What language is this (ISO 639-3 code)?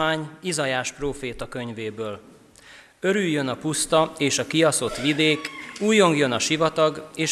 hun